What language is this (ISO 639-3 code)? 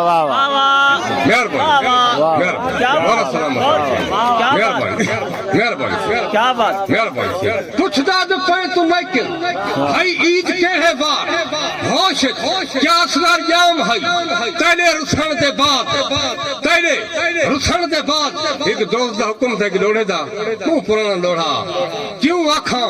skr